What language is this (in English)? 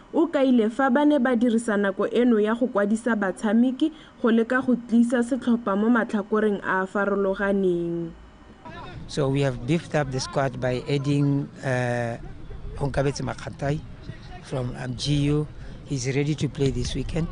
Tswana